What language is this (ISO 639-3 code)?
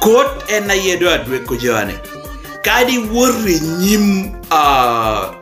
laj